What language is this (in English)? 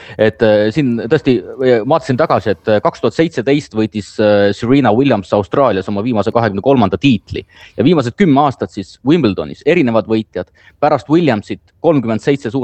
Estonian